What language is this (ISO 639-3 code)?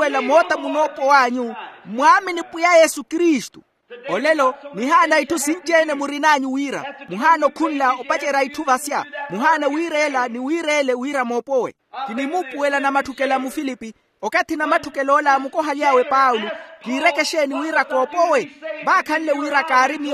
vmw